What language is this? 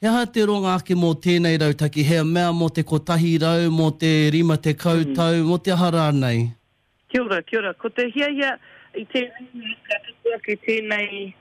Māori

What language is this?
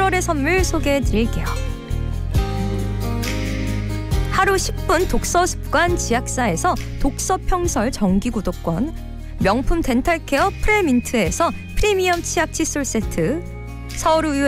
Korean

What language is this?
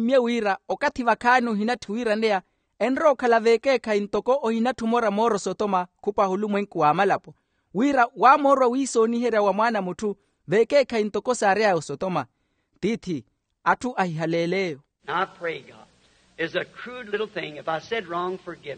Makhuwa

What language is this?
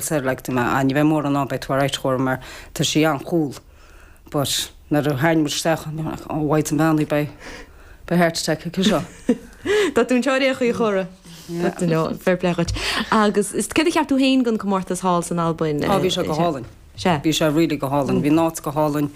Irish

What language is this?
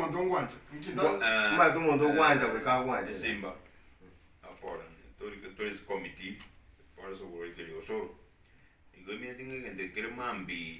Gusii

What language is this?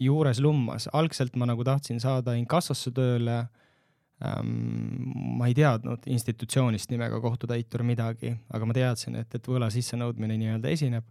Estonian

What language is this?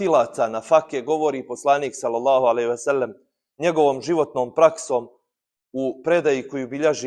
Bosnian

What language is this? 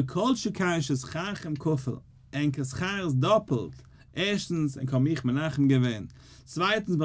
Yiddish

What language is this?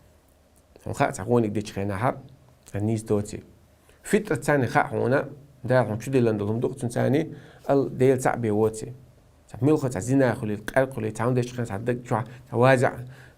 Chechen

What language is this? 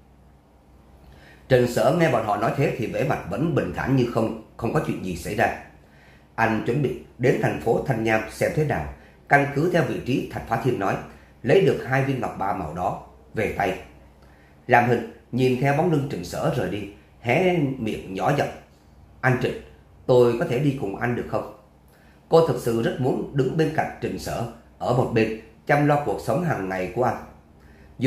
Vietnamese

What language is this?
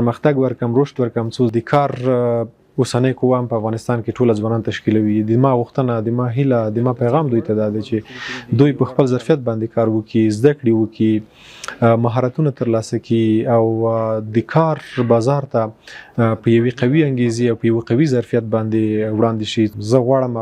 Pashto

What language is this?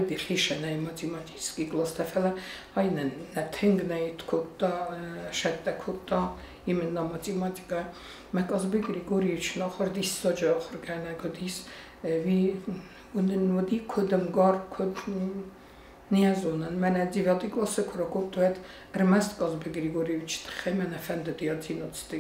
Ossetic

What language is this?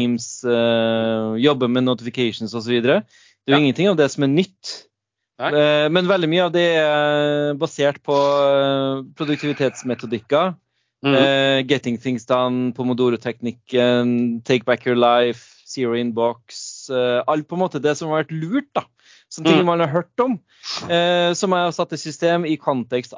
Norwegian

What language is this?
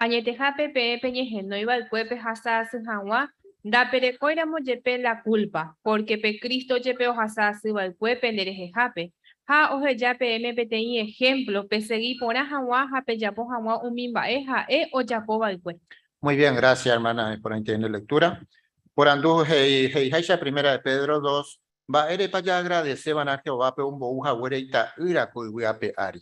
Guarani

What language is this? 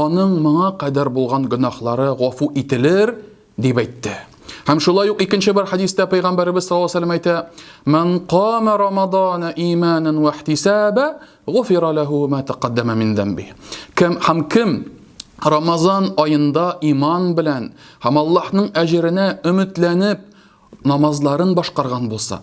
Tatar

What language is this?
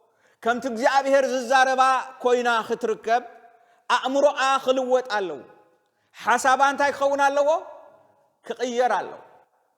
Tigrinya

